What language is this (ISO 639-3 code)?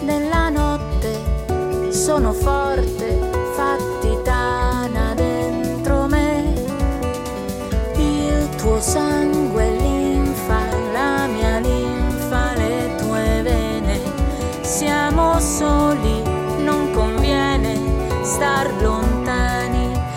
ita